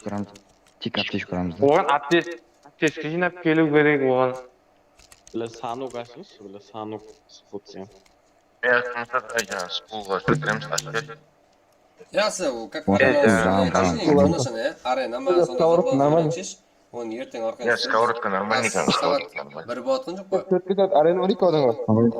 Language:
Kara-Kalpak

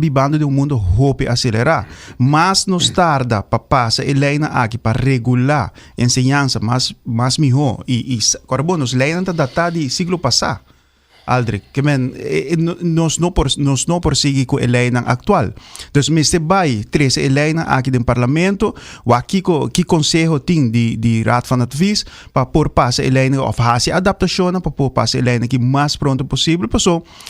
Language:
Papiamento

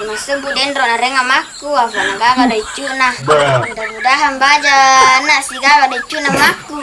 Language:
Buginese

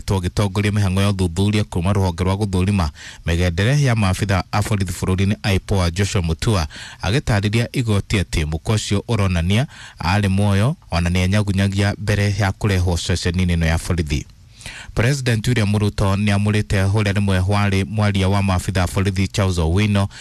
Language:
Kikuyu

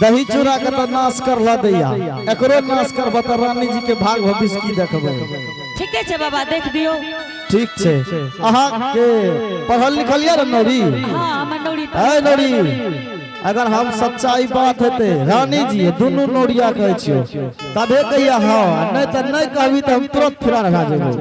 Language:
Angika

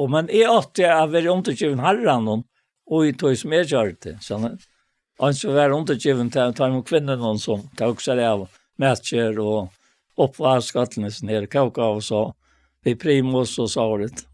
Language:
Faroese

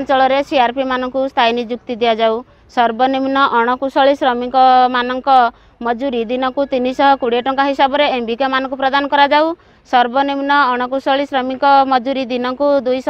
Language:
Odia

